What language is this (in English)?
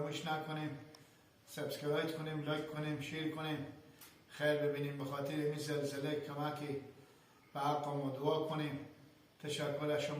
Hazaragi